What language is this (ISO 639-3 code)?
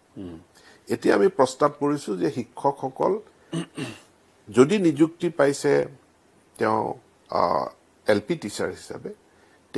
asm